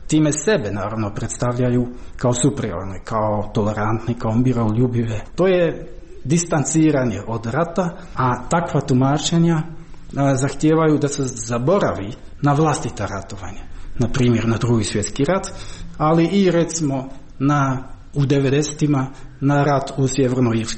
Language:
Croatian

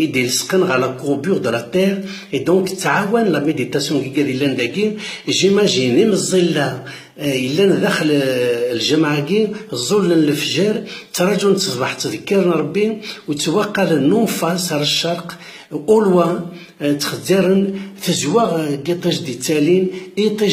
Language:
Kabyle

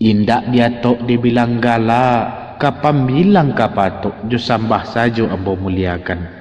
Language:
Minangkabau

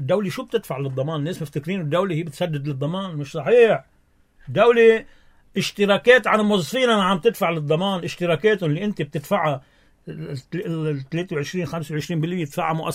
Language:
North Levantine Arabic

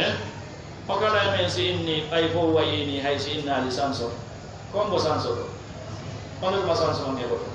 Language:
Fula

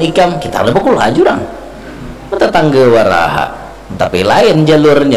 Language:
Banjar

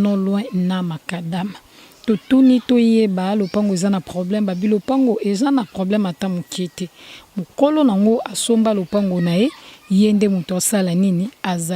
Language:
Lingala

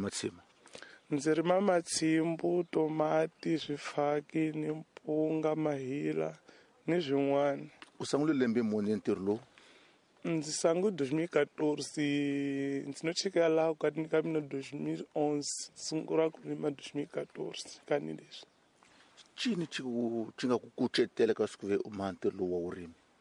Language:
Tsonga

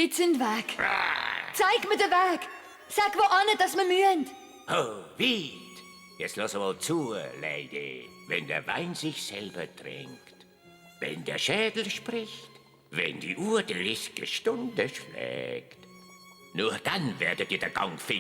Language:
Swiss German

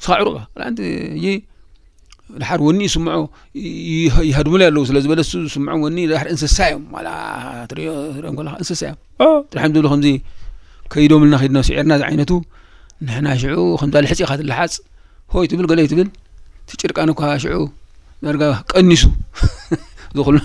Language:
Tigrinya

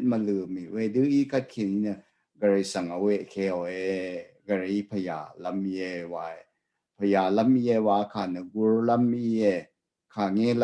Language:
Rawang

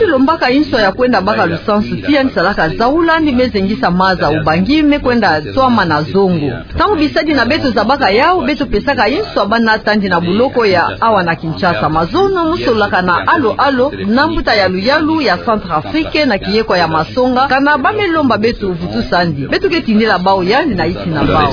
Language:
Kituba (Democratic Republic of Congo)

